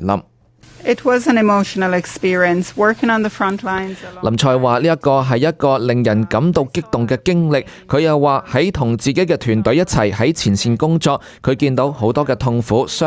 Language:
Cantonese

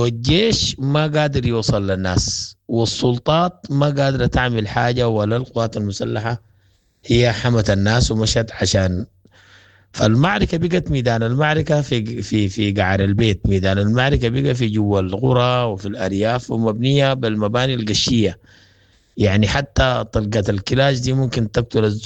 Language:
Sudanese Arabic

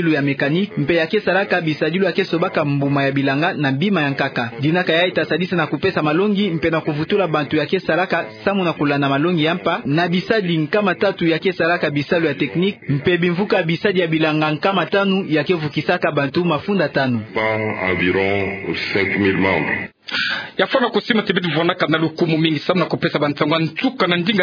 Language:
Kituba (Democratic Republic of Congo)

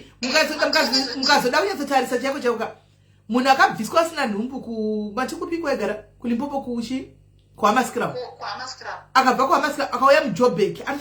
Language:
Shona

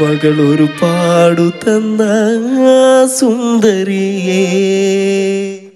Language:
Malayalam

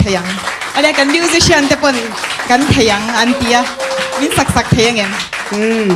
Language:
Mizo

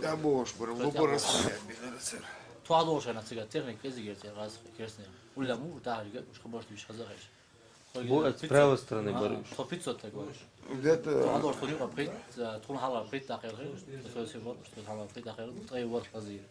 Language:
Chechen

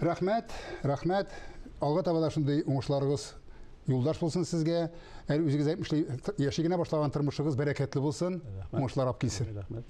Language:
Tatar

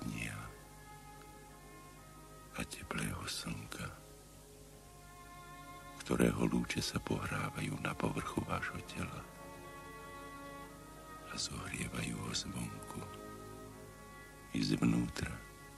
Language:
Slovak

